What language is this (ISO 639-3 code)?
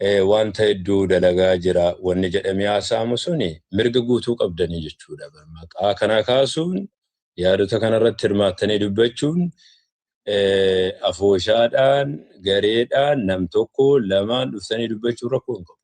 orm